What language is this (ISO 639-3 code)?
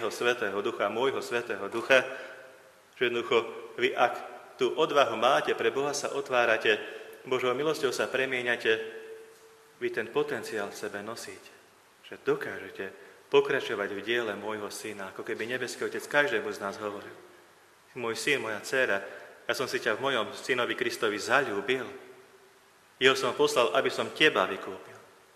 slk